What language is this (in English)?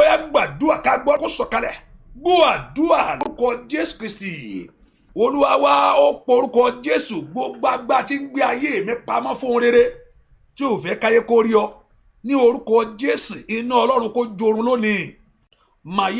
Yoruba